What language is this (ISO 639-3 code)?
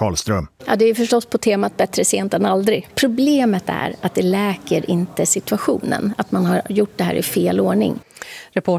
swe